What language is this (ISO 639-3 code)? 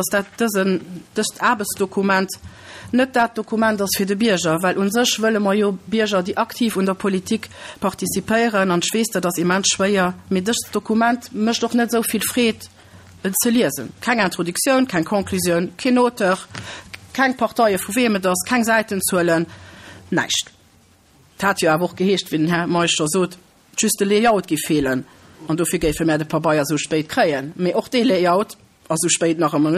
ltz